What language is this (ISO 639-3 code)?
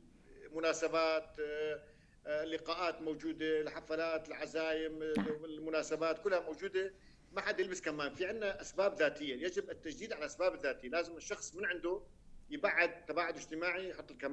apc